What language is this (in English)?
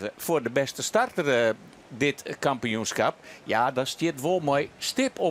Western Frisian